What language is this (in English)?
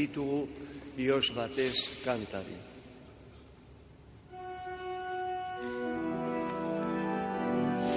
Basque